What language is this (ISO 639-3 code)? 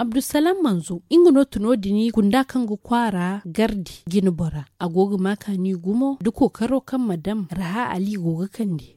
dje